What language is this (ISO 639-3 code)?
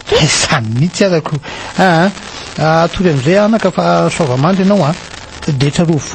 mlg